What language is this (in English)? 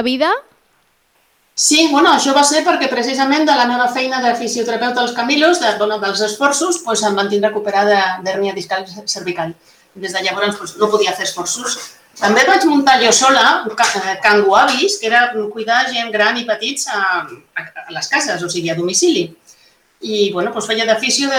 Catalan